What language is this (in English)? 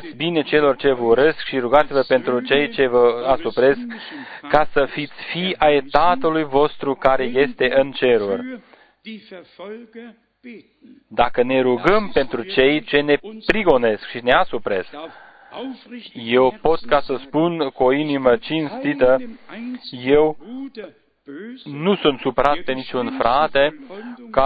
Romanian